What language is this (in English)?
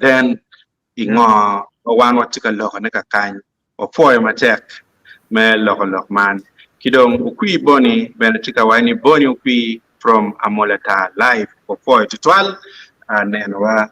Acoli